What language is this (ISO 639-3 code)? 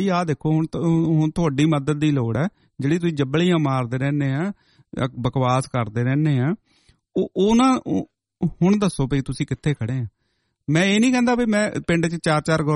pan